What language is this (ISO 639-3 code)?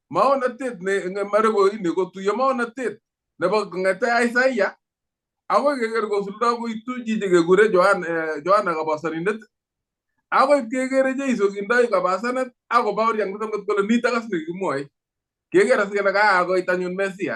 kln